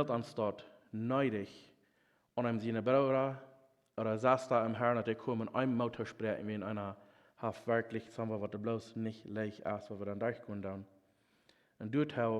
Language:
Plautdietsch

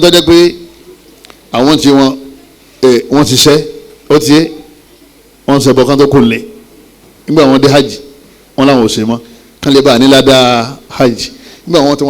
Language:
Yoruba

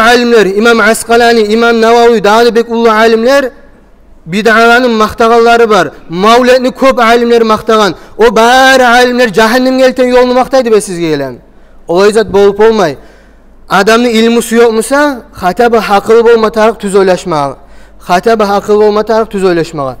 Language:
Kumyk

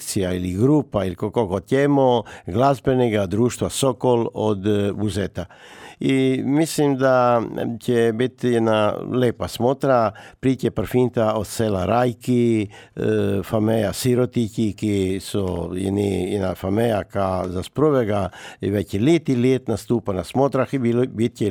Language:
Macedonian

